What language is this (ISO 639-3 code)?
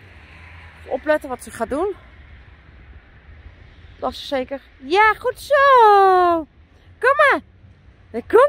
nld